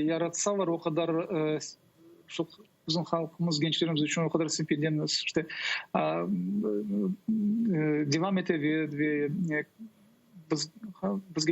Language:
Crimean Tatar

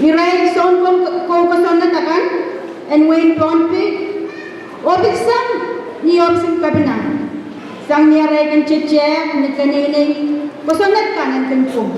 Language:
Pohnpeian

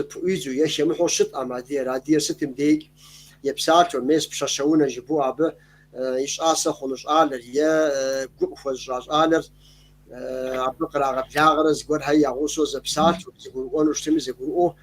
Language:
Kabardian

